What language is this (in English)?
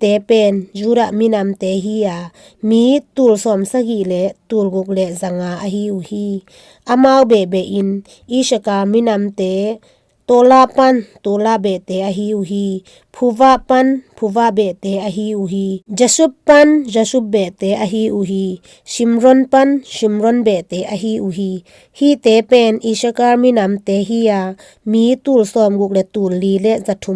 Tedim Chin